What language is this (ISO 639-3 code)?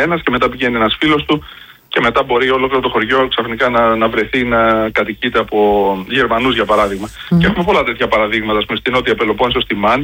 ell